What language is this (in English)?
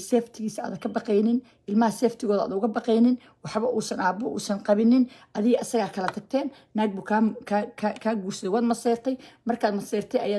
Somali